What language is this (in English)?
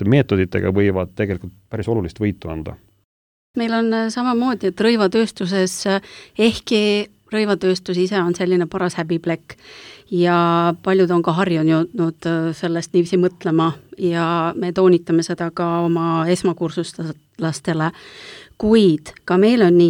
Estonian